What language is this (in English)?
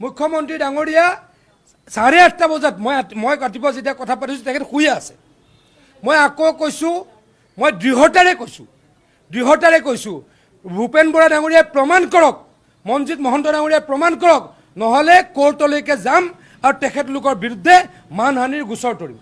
Assamese